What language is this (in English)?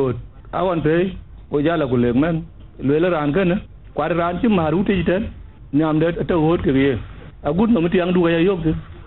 Dinka